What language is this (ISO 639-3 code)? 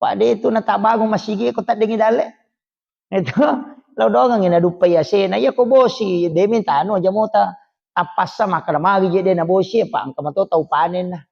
bug